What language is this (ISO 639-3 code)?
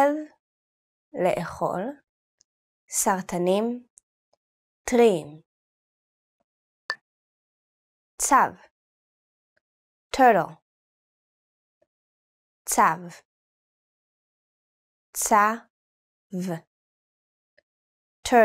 heb